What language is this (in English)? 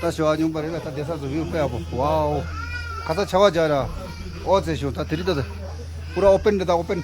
Tibetan